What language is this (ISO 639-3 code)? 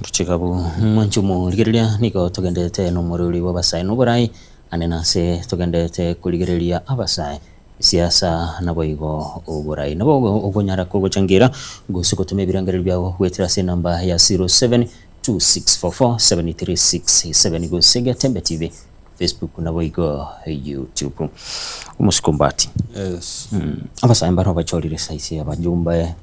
guz